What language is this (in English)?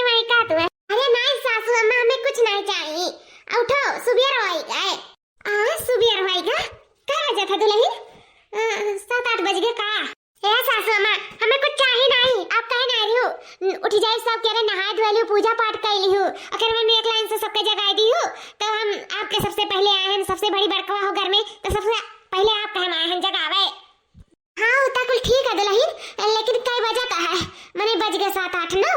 Awadhi